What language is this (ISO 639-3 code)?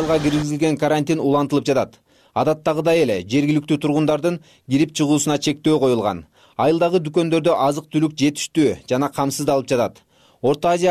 kir